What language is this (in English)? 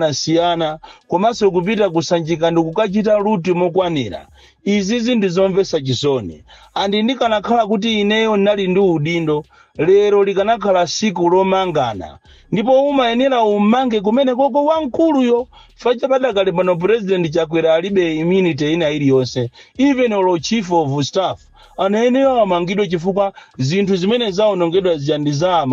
Nyanja